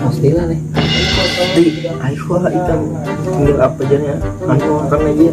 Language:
Banjar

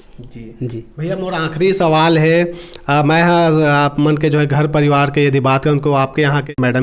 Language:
Chhattisgarhi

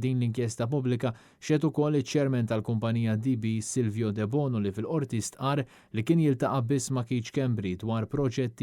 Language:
Maltese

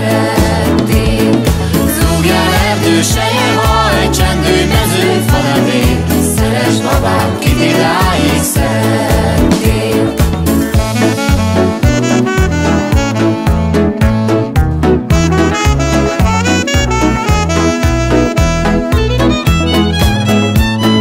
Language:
Hungarian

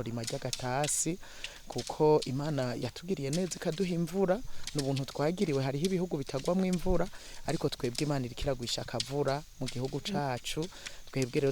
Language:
Rundi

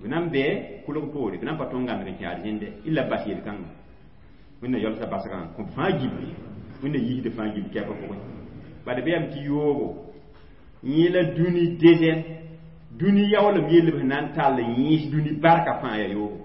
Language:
Mossi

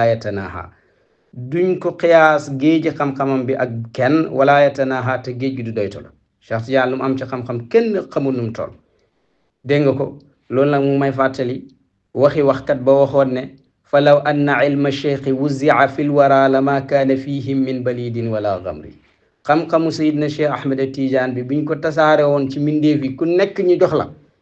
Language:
Wolof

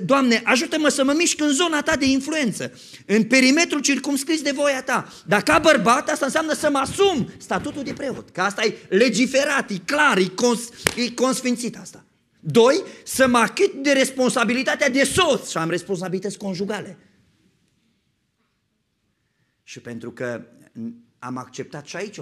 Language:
Romanian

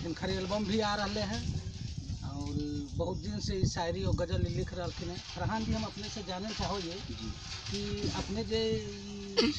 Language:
Magahi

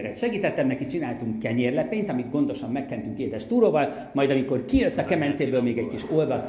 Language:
Hungarian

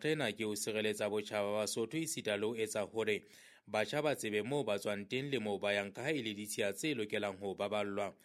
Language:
Southern Sotho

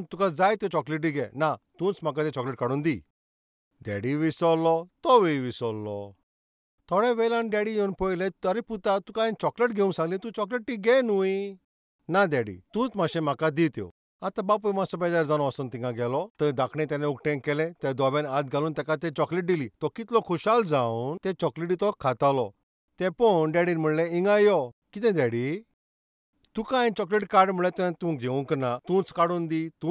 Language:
Konkani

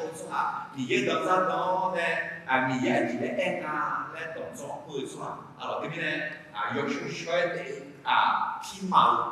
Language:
Akha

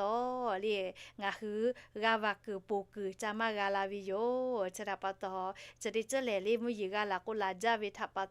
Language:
Lahu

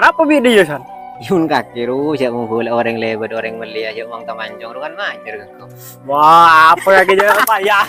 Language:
Madurese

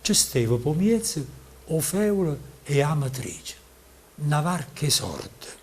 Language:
Neapolitan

